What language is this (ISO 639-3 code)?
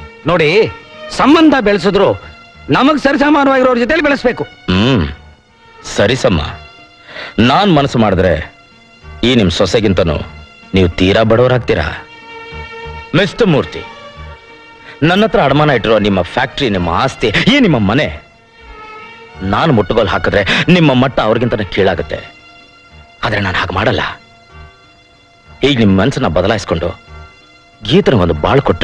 kan